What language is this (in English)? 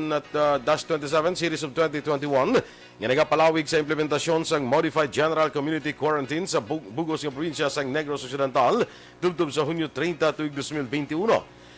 Hiligaynon